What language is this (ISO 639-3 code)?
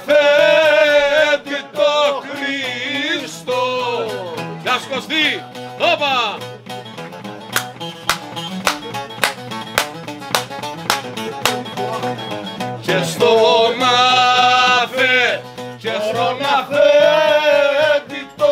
ell